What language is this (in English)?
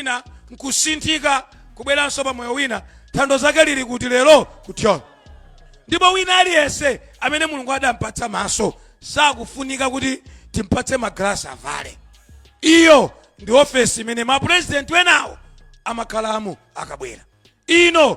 Nyanja